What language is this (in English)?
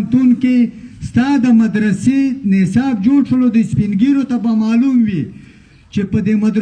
Pashto